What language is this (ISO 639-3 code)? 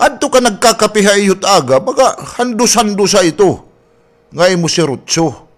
war